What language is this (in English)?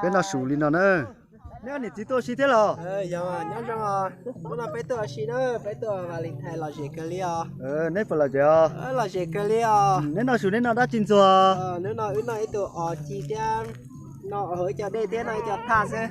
Hmong